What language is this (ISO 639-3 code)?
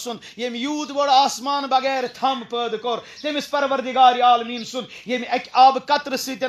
kas